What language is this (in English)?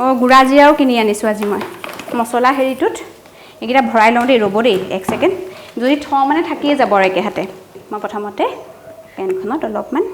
Assamese